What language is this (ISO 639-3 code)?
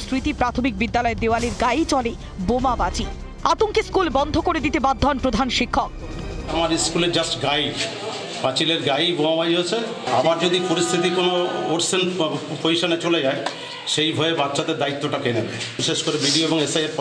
ben